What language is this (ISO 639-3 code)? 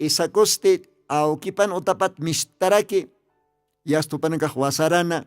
aym